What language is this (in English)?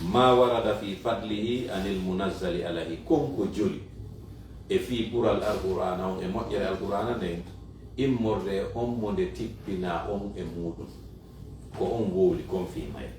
Fula